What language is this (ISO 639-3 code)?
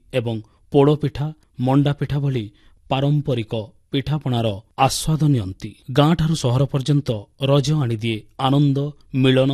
ori